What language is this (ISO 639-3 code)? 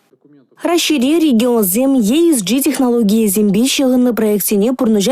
chv